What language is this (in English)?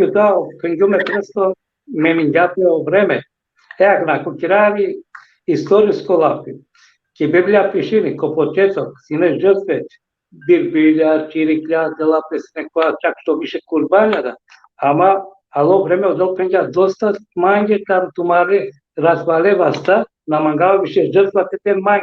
Balkan Romani